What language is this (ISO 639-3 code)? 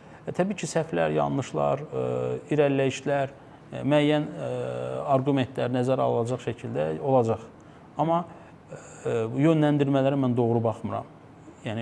aze